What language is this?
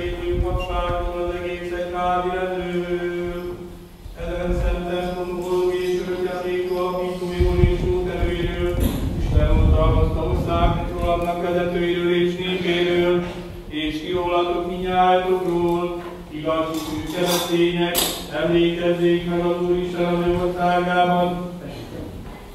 Hungarian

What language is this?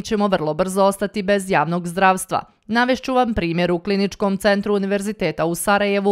Bosnian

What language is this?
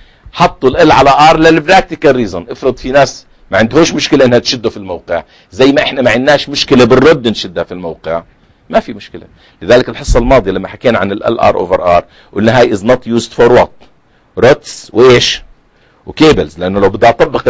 South Levantine Arabic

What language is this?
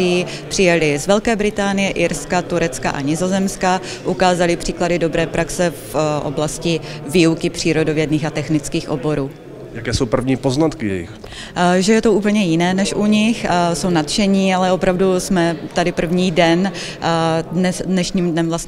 Czech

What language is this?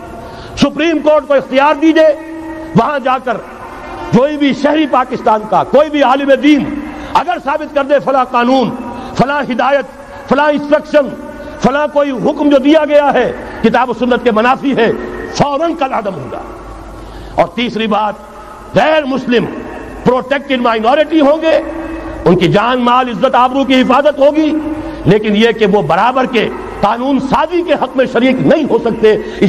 Urdu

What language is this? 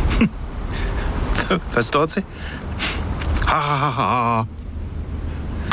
German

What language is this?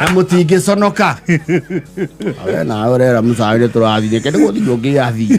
Kikuyu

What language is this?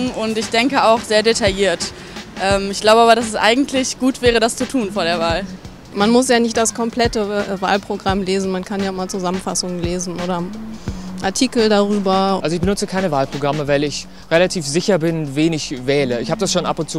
German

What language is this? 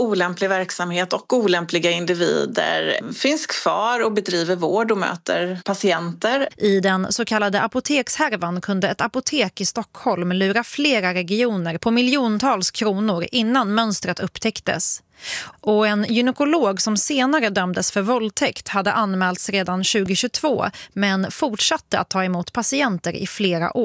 Swedish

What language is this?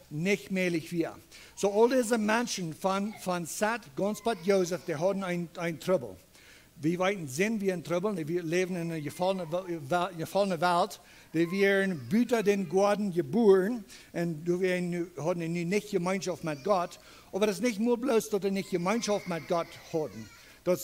Plautdietsch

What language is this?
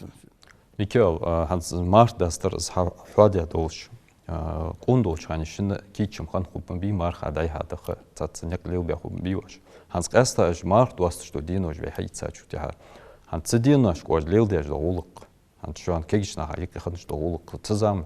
Ingush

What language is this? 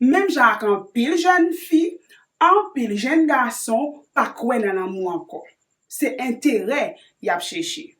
Haitian Creole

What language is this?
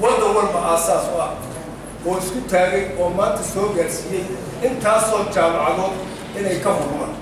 Somali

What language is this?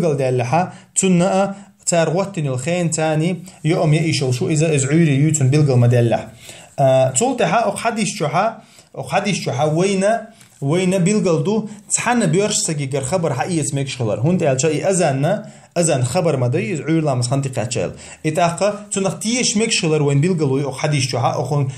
Chechen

